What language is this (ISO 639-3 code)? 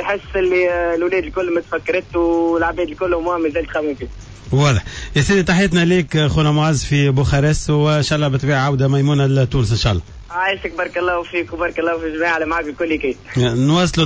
aeb